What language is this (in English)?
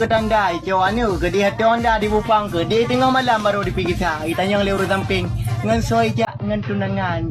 Achinese